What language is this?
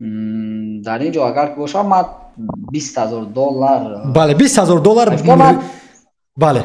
Tajik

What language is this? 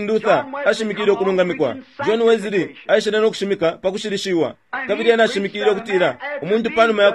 Bemba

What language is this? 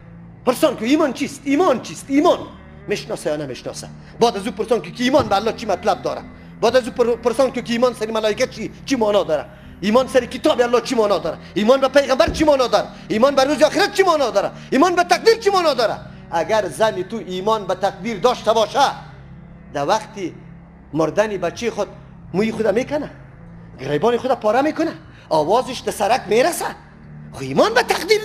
Persian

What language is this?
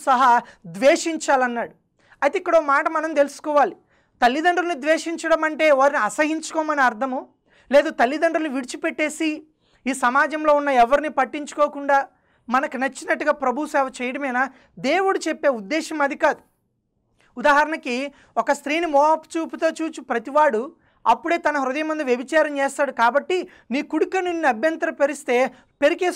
Telugu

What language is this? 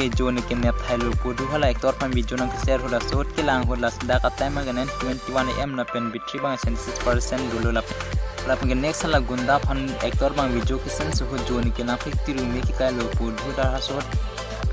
Karbi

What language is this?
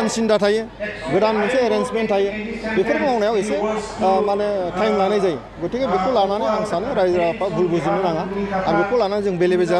Bodo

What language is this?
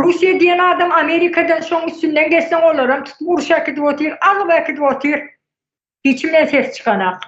Turkmen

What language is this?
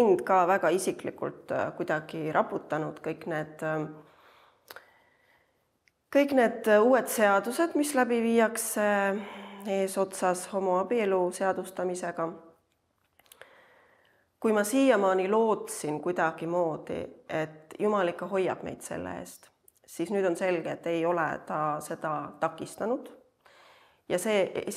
Estonian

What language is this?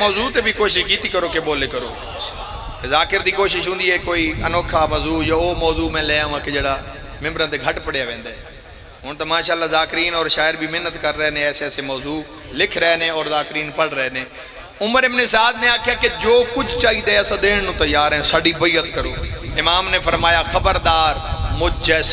Pahari-Potwari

